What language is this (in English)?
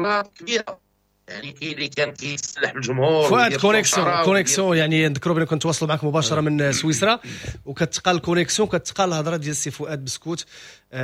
Moroccan Arabic